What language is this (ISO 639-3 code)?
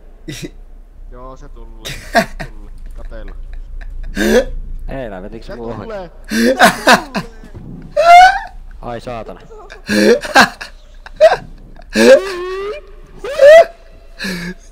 fin